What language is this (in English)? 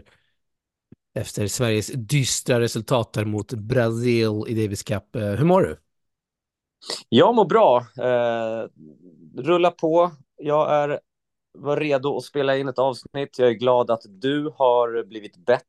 Swedish